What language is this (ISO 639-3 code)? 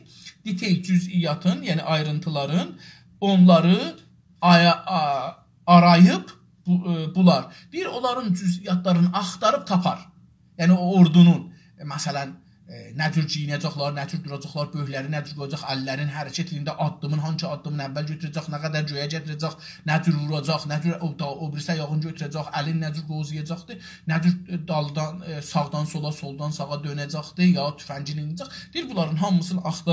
azb